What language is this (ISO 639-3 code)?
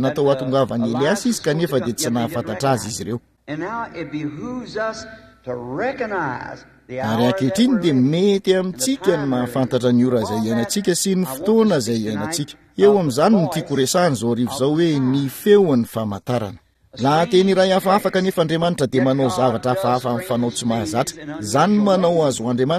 mlg